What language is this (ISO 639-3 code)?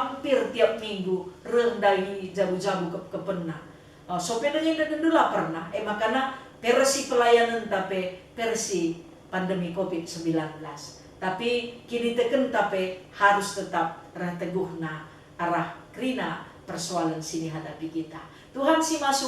btx